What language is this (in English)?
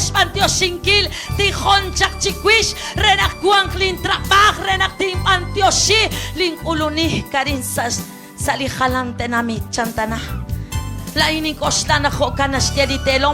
Kekchí